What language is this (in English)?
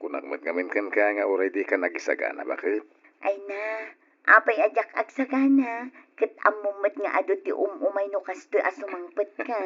Iloko